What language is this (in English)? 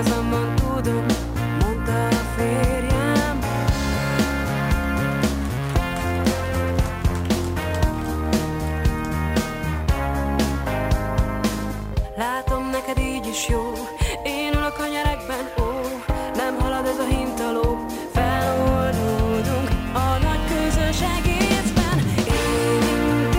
Hungarian